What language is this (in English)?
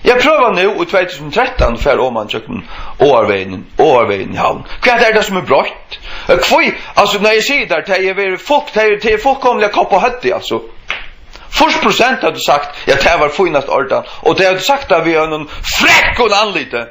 Faroese